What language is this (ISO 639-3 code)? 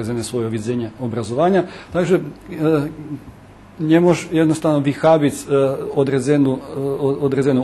rue